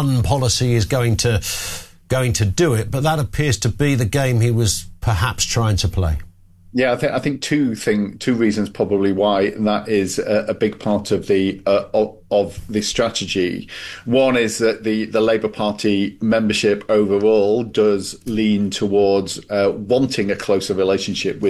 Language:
English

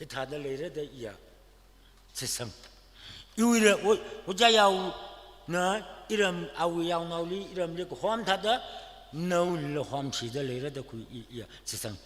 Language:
Tangkhul Naga (India)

